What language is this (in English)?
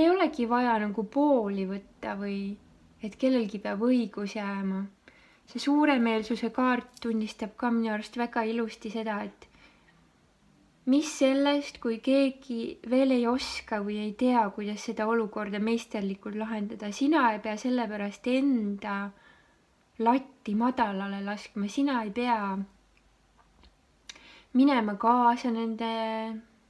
Estonian